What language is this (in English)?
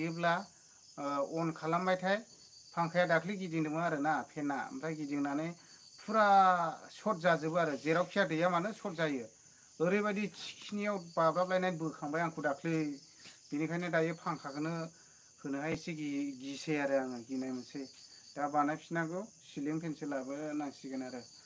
Bodo